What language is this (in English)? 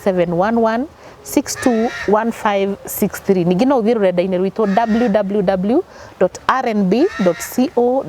Kikuyu